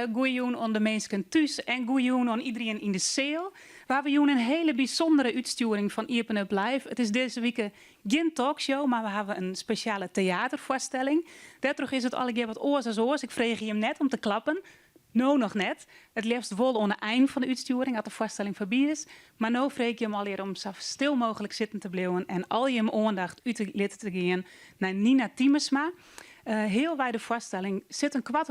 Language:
Western Frisian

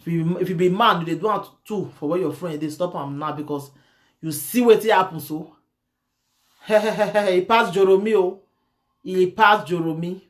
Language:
Nigerian Pidgin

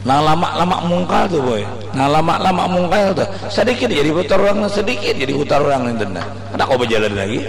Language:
Banjar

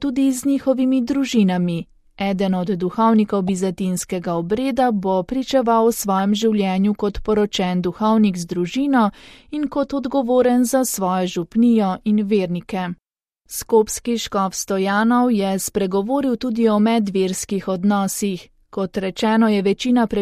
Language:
Slovenian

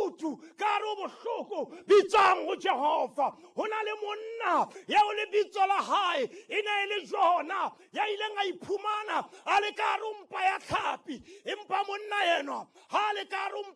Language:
Southern Sotho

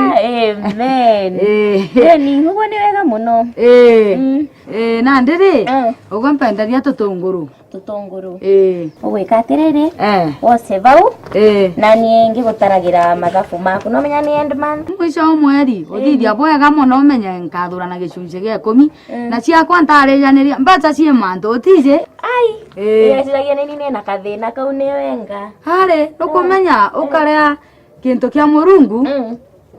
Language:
Meru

